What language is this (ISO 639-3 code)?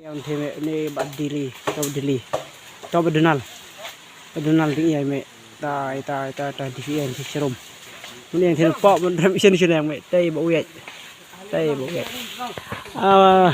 kha